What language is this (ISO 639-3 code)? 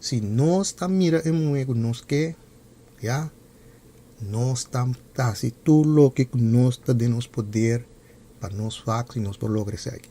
pap